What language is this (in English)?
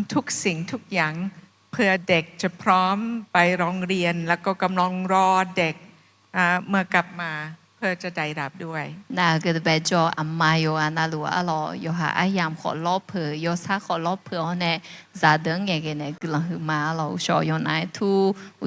Akha